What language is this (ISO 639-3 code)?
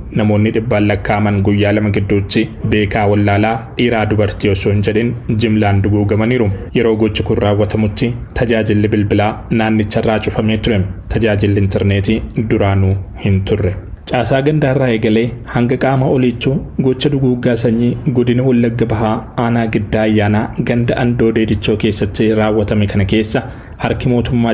orm